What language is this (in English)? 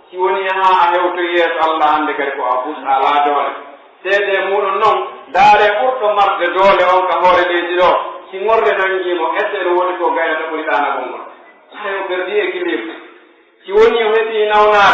Pular